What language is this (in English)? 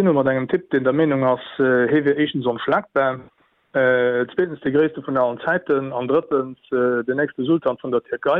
Luxembourgish